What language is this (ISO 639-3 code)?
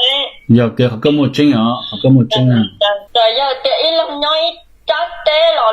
hmn